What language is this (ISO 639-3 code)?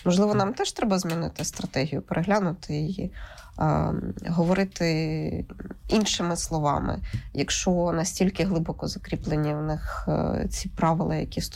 ukr